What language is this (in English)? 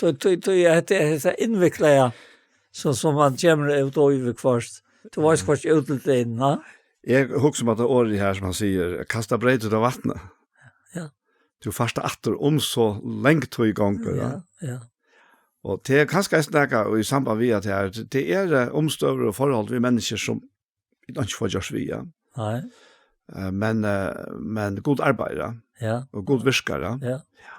Faroese